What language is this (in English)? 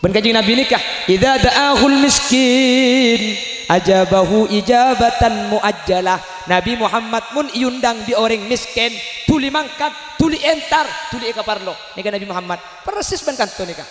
Madurese